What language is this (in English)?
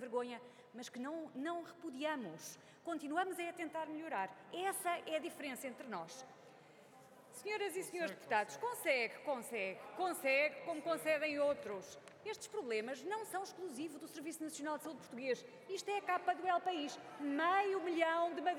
Portuguese